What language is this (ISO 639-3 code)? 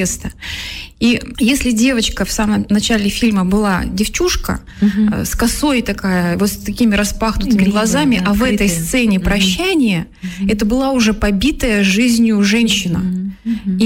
rus